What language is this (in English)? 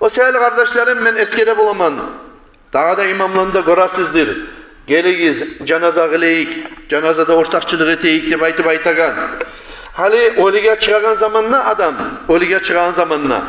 Kumyk